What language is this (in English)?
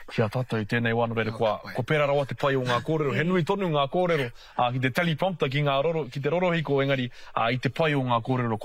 Māori